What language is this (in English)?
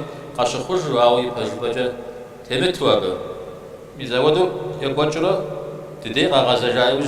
Kabardian